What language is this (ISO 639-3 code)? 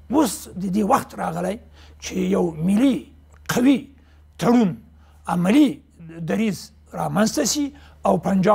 pus